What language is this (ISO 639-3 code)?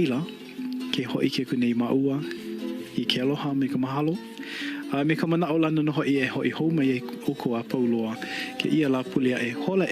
haw